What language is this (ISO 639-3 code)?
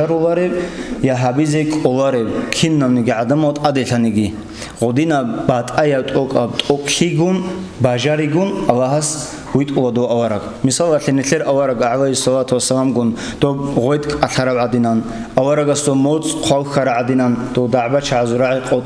ava